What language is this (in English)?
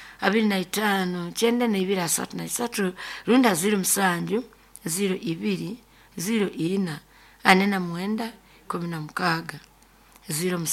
Nyoro